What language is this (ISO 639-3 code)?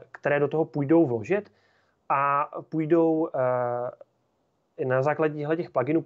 ces